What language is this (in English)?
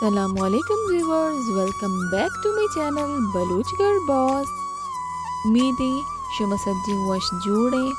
Baluchi